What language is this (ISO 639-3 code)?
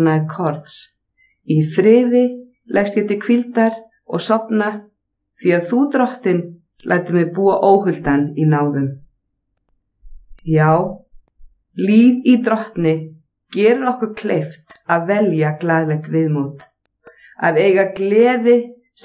isl